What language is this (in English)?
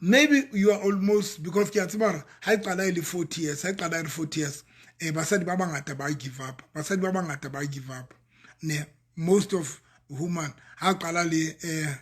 Southern Sotho